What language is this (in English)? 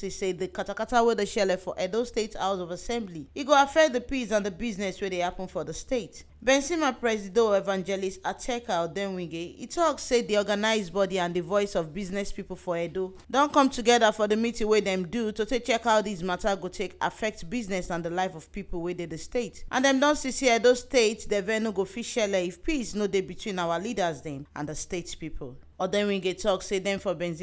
Nigerian Pidgin